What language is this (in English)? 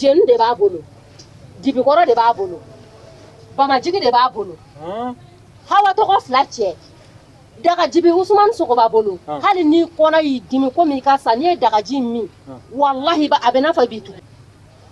Bambara